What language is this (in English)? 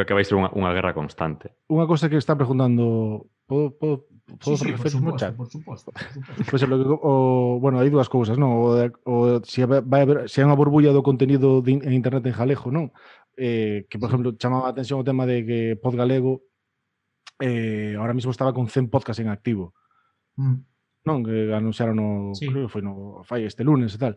Galician